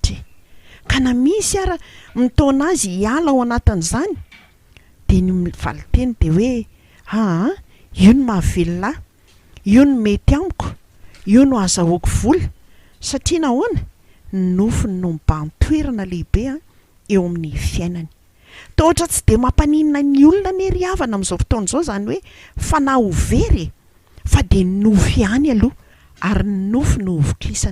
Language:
Malagasy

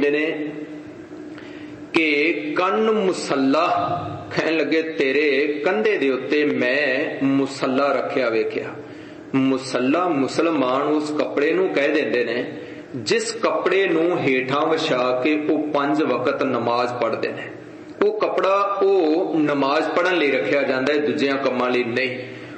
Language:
Punjabi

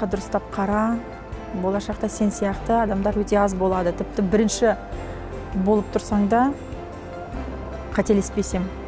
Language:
Kazakh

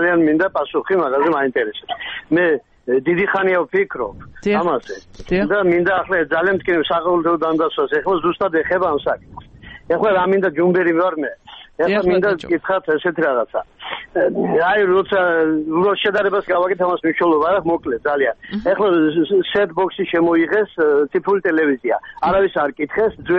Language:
Georgian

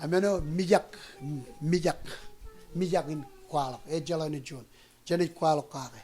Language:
Marshallese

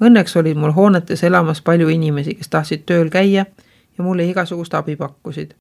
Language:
Estonian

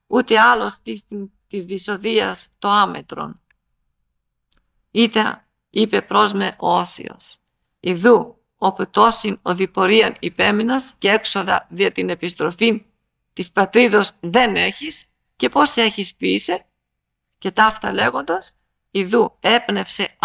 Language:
Greek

